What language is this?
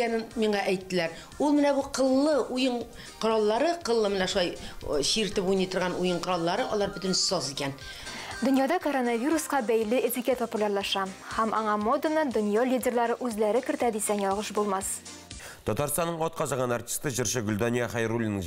Tatar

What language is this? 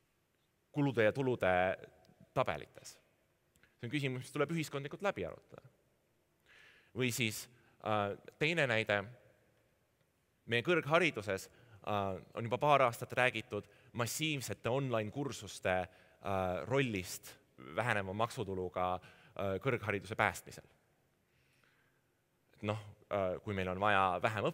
Estonian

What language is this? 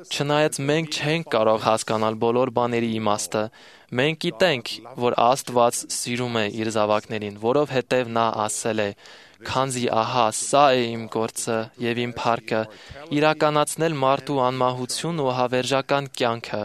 Armenian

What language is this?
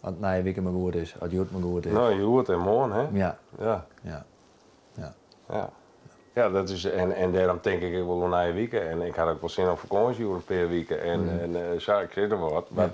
Western Frisian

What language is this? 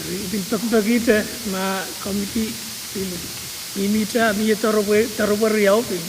Pohnpeian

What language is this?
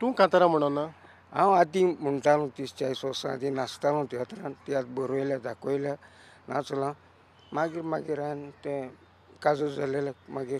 Konkani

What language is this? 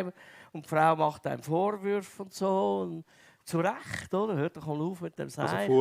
Swiss German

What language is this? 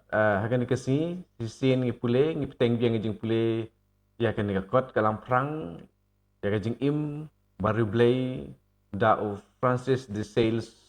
Khasi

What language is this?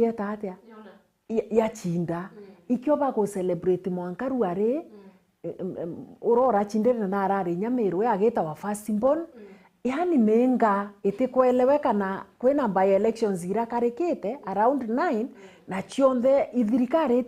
Meru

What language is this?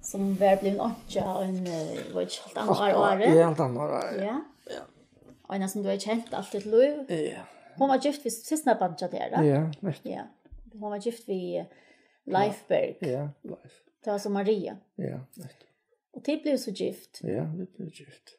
Faroese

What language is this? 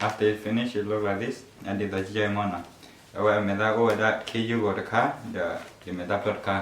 S'gaw Karen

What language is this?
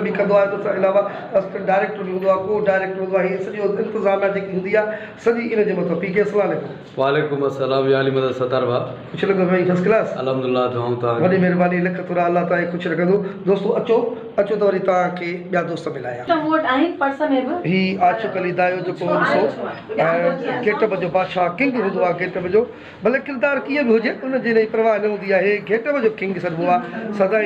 Sindhi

